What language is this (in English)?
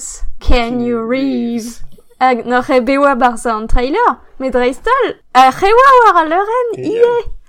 Breton